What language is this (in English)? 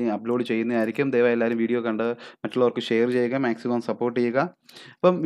Malayalam